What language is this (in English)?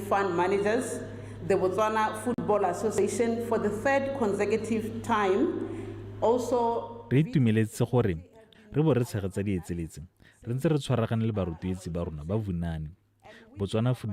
Tswana